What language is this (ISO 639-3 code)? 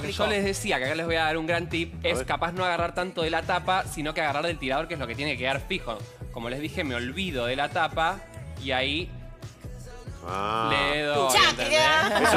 spa